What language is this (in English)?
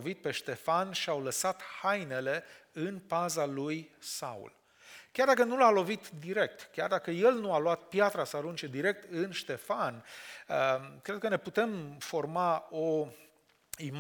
Romanian